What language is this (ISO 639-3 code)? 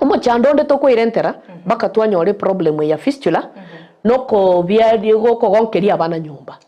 guz